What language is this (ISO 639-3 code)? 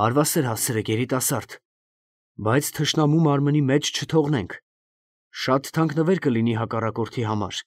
hye